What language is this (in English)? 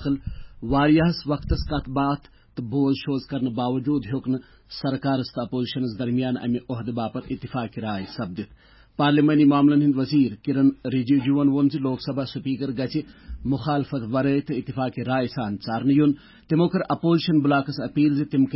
Kashmiri